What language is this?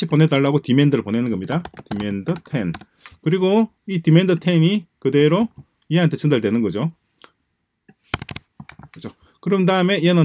Korean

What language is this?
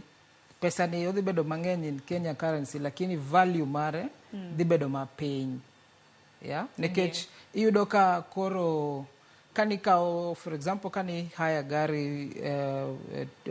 Luo (Kenya and Tanzania)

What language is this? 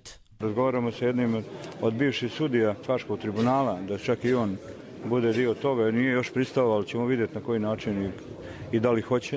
Serbian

